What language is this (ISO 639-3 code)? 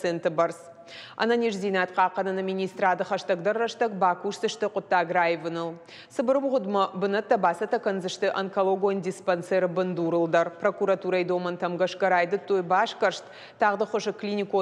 oss